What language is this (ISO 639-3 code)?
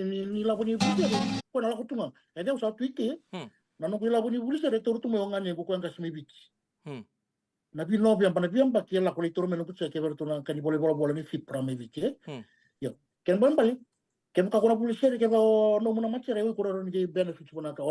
fij